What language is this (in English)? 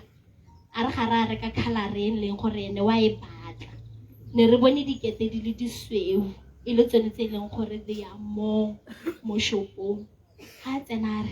Tswana